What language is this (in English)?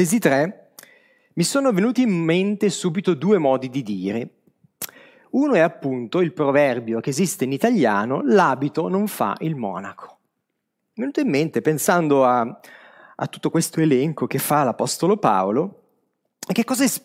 Italian